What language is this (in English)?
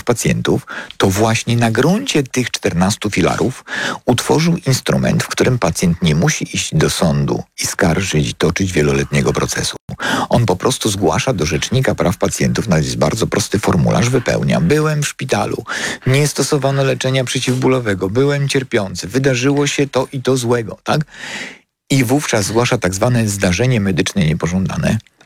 Polish